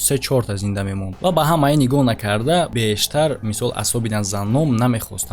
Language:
Tajik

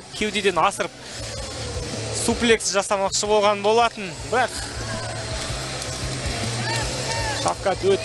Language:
Kazakh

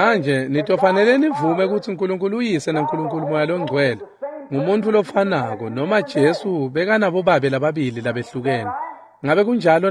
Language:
Swati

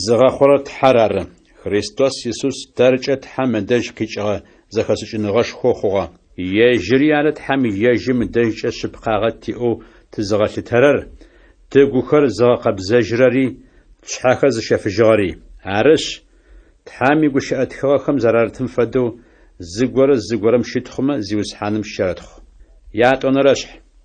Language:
Adyghe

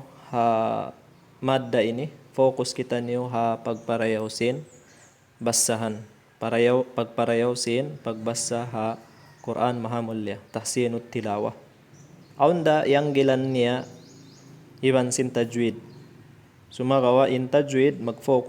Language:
Tausug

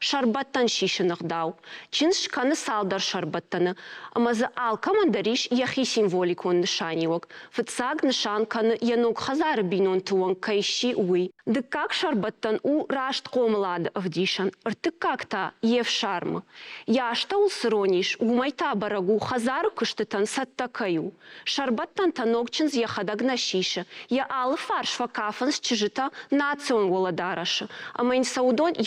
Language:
Ossetic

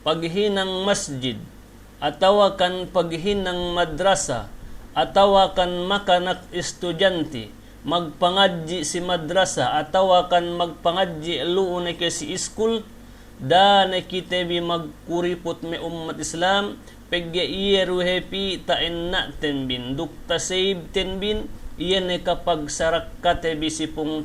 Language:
Yakan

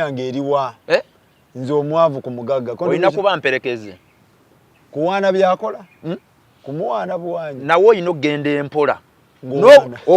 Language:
Ganda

